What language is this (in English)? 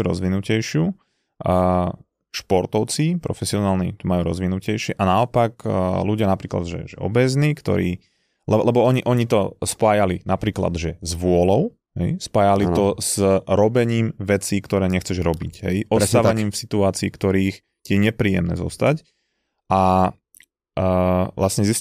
Slovak